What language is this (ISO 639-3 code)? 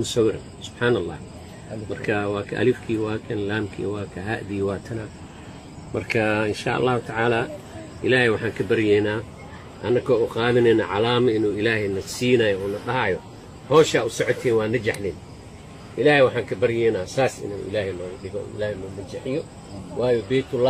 som